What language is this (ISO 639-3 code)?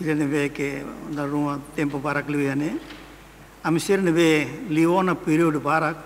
tet